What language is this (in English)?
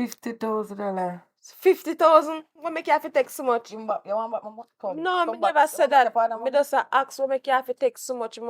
Jamaican Creole English